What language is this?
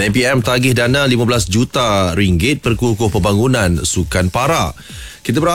Malay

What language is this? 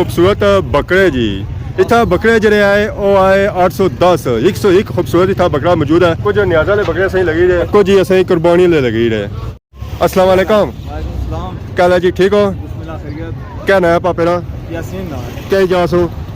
Pahari-Potwari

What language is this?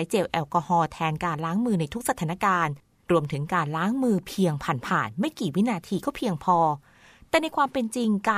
Thai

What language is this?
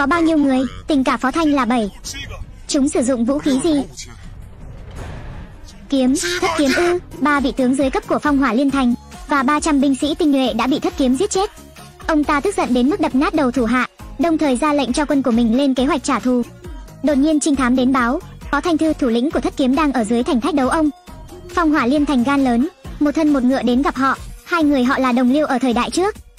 Vietnamese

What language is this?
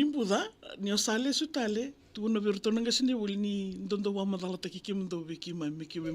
Fijian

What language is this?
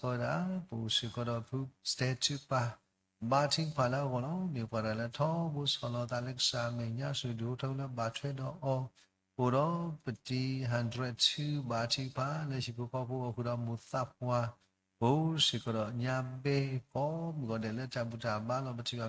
S'gaw Karen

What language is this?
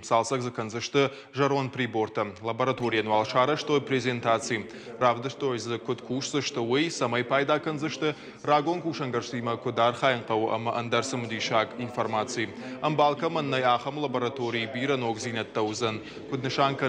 Ossetic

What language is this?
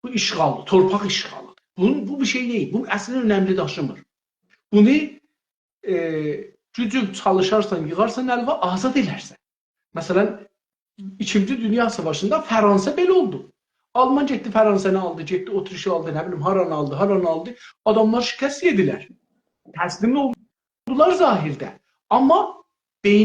South Azerbaijani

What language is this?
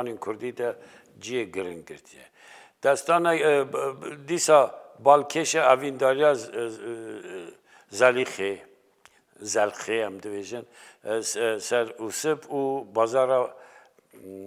Kurdish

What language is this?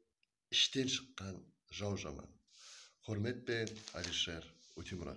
Kara-Kalpak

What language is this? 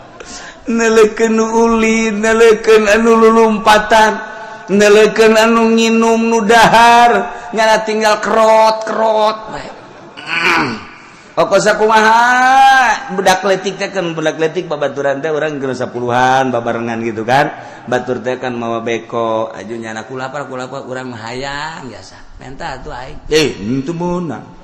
Sundanese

